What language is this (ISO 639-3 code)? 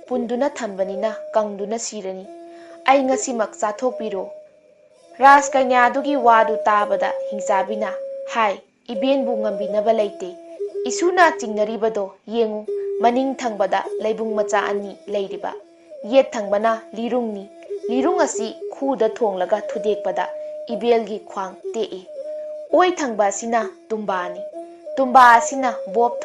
mni